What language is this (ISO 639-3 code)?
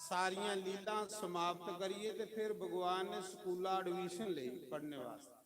doi